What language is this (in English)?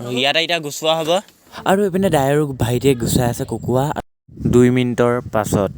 Assamese